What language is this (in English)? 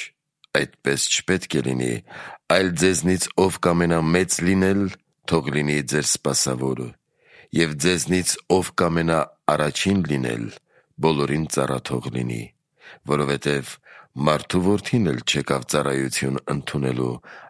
Armenian